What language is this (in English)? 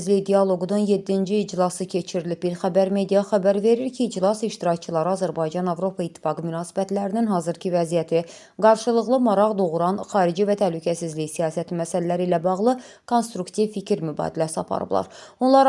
Azerbaijani